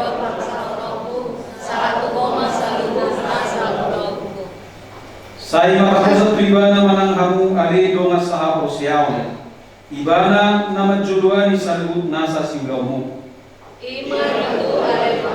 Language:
Batak Toba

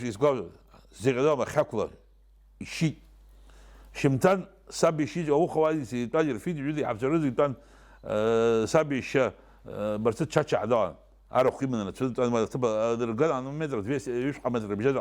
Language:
Abkhazian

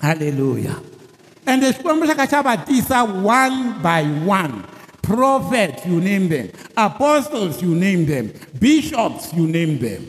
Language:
Tsonga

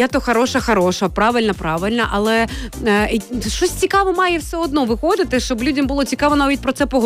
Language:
Ukrainian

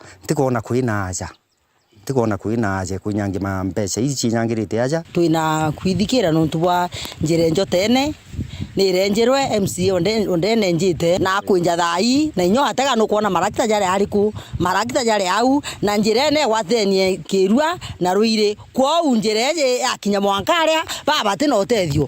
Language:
Meru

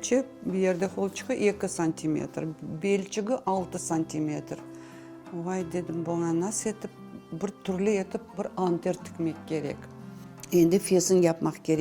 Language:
Crimean Tatar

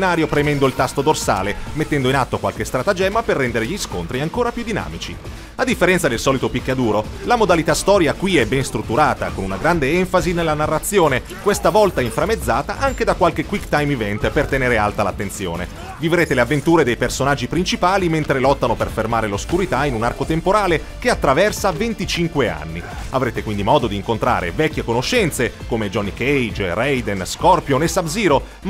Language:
Italian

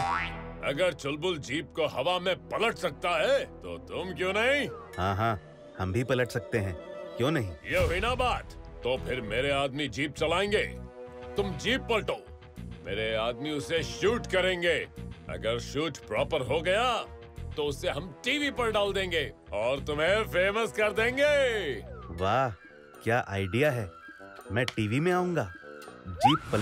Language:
Hindi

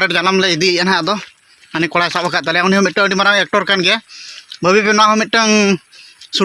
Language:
Santali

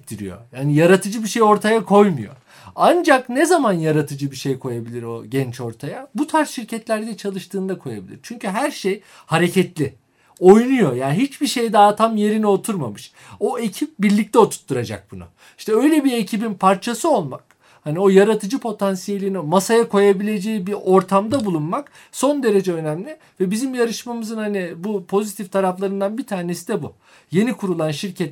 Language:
Turkish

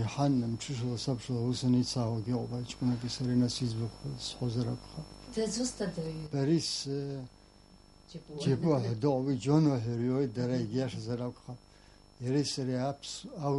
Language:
Abkhazian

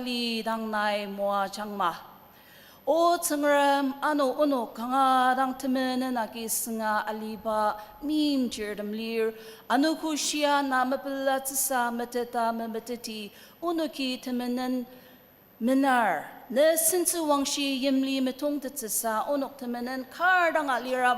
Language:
Ao Naga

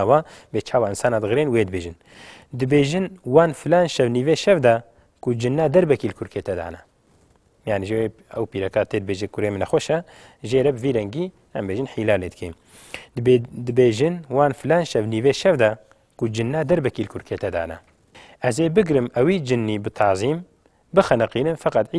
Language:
Kurdish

